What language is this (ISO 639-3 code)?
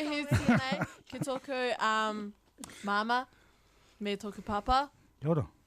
mri